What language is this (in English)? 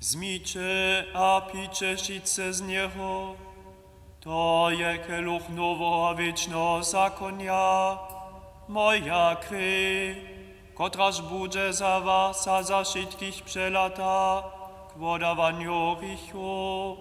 Upper Sorbian